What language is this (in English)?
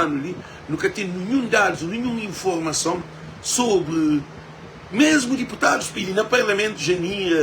Kabuverdianu